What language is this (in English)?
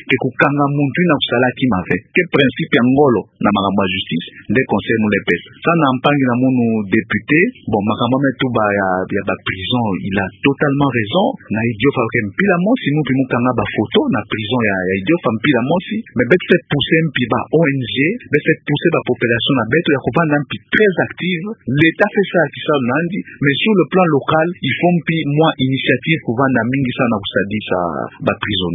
Kituba (Democratic Republic of Congo)